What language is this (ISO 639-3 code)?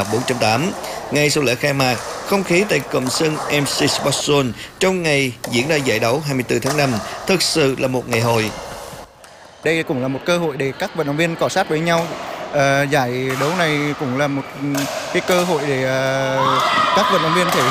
vie